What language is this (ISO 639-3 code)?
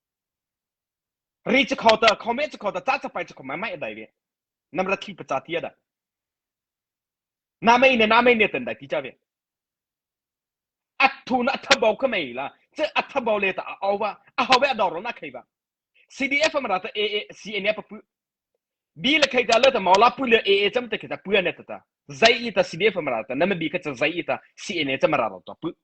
mrh